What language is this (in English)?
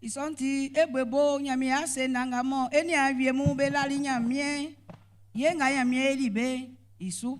Baoulé